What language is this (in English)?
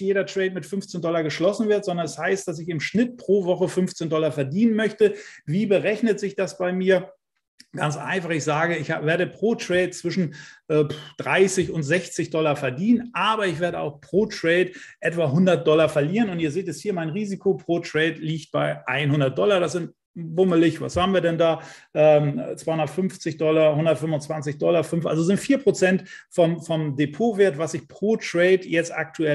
German